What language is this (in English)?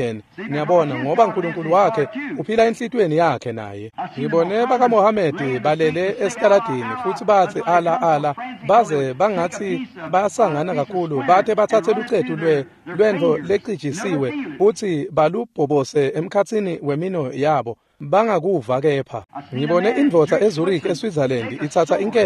Swati